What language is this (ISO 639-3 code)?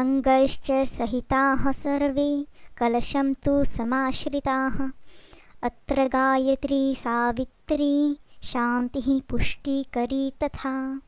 san